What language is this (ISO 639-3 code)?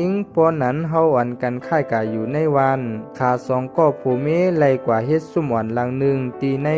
shn